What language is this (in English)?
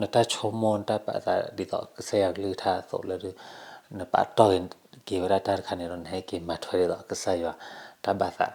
S'gaw Karen